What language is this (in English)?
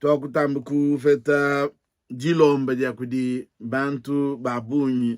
Luba-Lulua